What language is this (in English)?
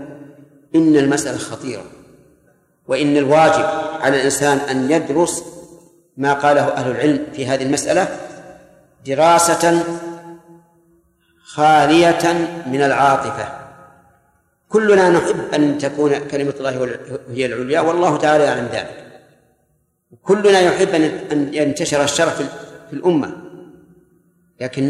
Arabic